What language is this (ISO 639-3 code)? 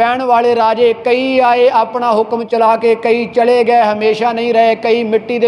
pan